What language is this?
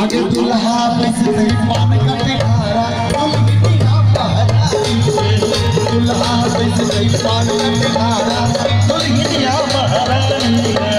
Maithili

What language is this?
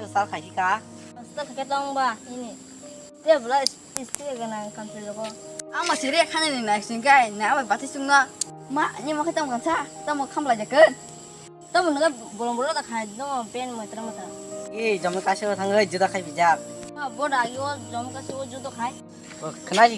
Kok Borok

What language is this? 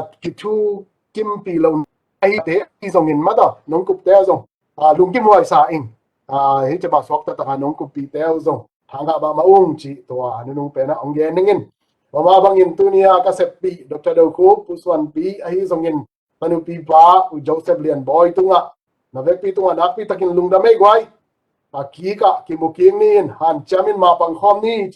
Tedim Chin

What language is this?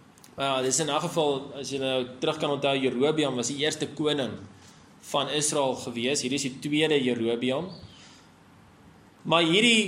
Afrikaans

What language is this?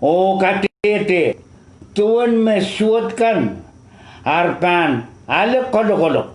Pohnpeian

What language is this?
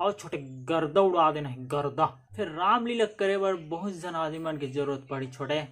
Chhattisgarhi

